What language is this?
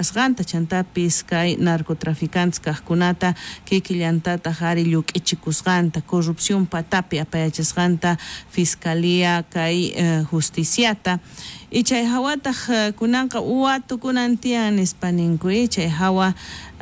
South Bolivian Quechua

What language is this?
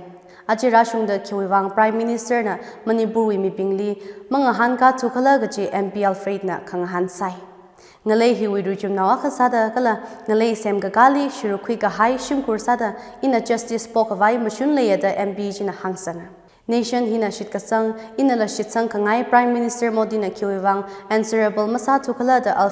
Tangkhul Naga (India)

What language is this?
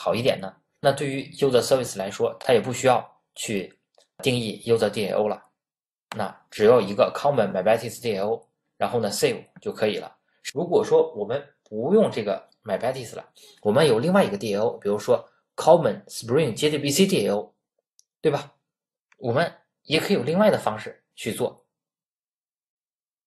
Chinese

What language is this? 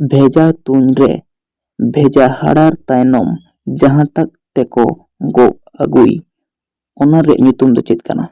Santali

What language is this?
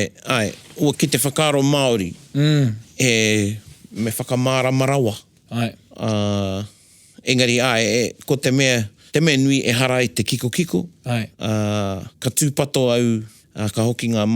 Māori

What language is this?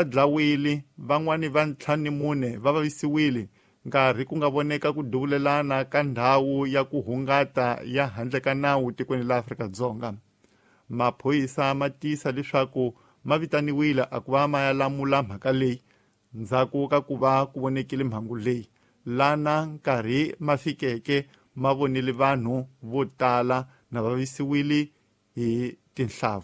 Tsonga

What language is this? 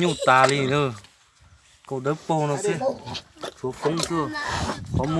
Hmong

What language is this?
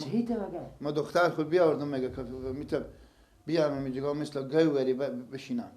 Persian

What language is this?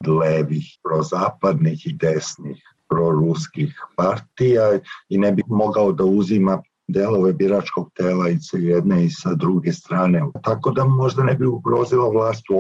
Serbian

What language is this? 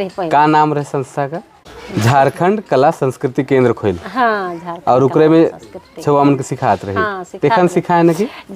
Sadri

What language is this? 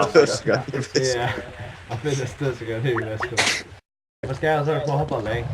Faroese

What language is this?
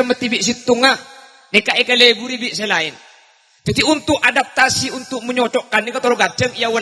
Madurese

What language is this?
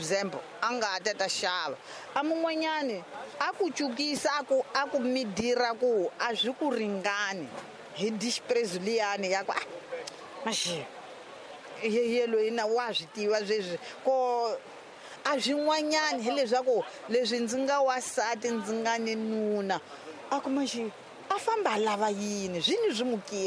Tsonga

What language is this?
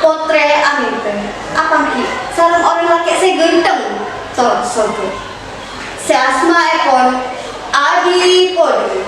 Madurese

